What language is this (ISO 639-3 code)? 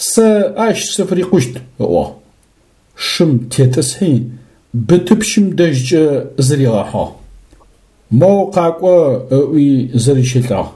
ady